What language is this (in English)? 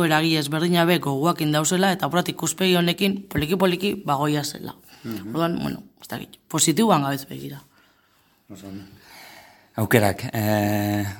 Basque